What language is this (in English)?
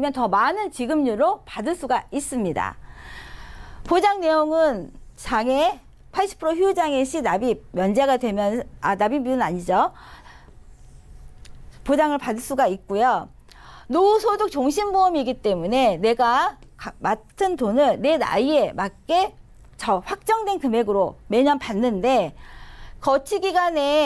Korean